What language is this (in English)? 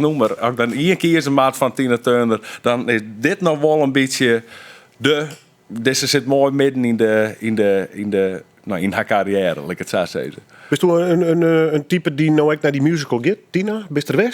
Western Frisian